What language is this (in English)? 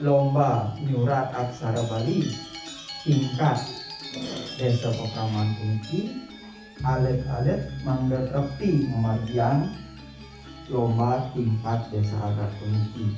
Balinese